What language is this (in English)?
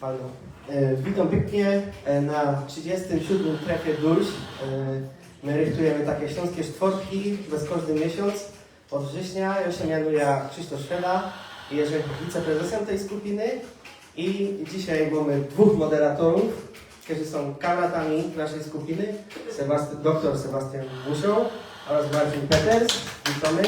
Silesian